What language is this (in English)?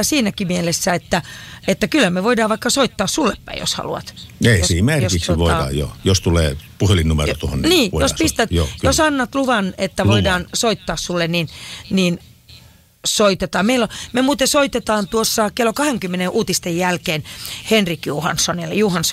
Finnish